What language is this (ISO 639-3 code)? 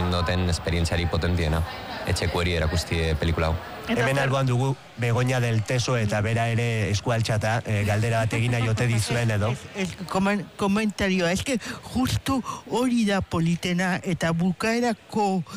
eus